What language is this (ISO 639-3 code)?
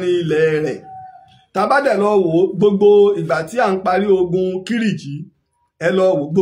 yor